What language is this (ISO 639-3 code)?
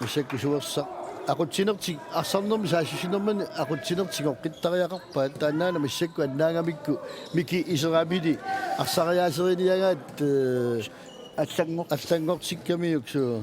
kal